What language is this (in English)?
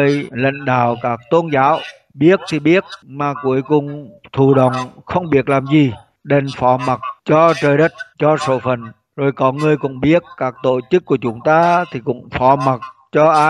Vietnamese